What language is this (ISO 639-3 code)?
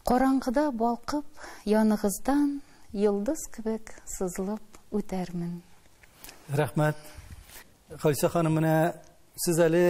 tat